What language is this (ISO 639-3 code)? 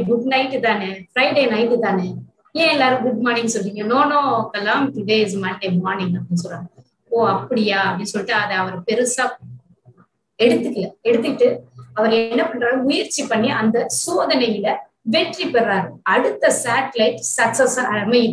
tam